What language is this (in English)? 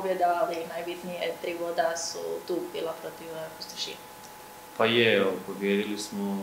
Croatian